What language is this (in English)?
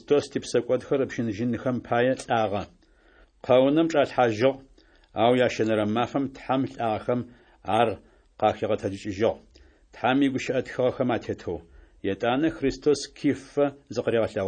Adyghe